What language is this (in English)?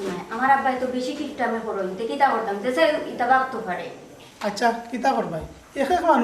Sylheti